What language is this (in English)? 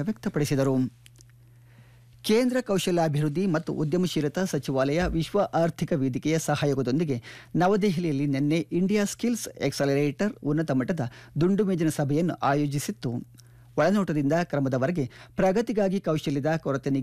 Kannada